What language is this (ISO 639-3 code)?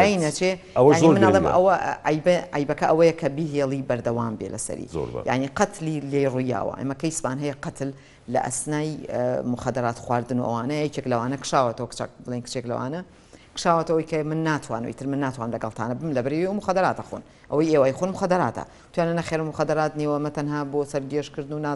ckb